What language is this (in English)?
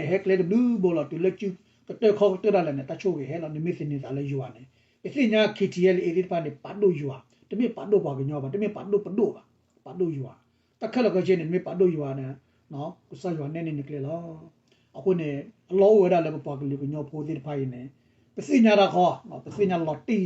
S'gaw Karen